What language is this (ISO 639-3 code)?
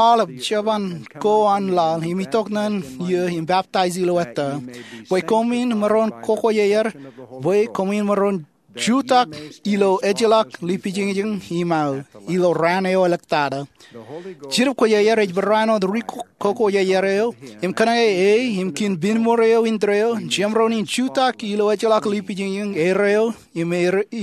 mah